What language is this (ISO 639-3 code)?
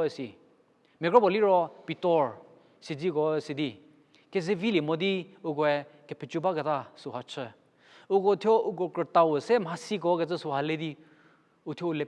njm